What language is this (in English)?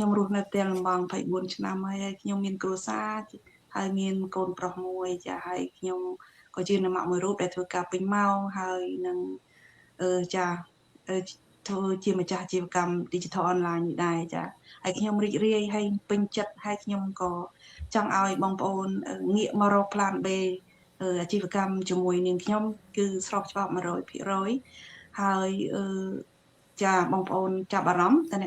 Khmer